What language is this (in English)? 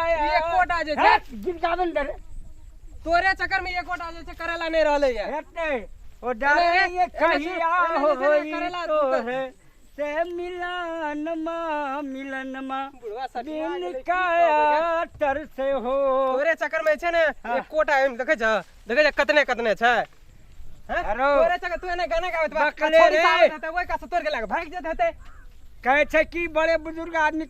Maithili